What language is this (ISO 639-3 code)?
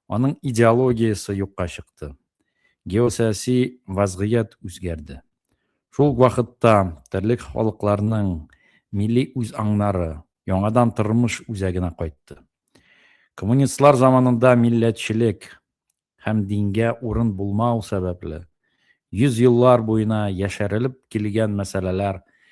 tat